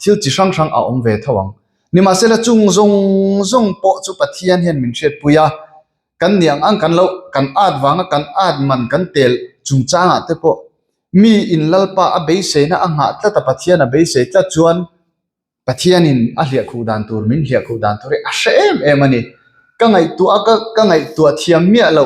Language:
Mizo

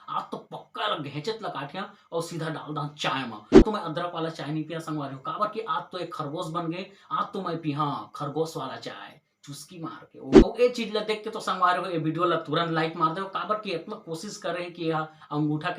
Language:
Chhattisgarhi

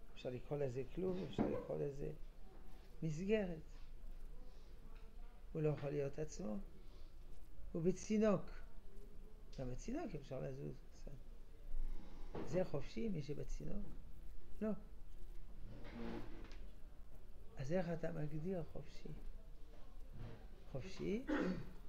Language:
Hebrew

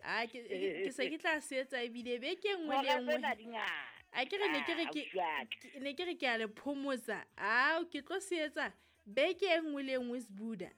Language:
Southern Sotho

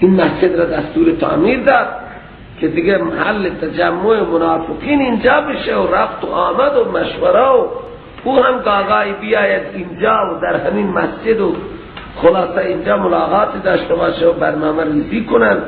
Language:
Persian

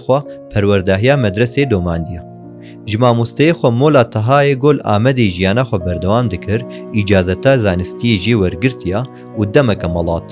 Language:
Kurdish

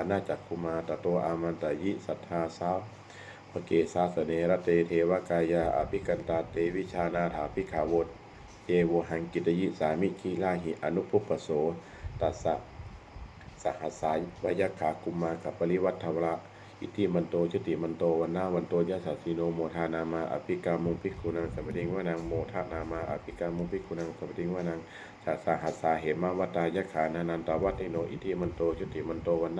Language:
Pali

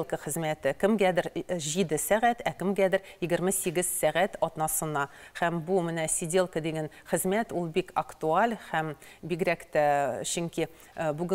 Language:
Tatar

